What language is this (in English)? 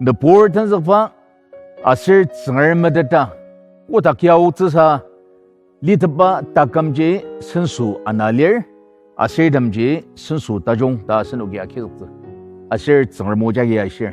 Ao Naga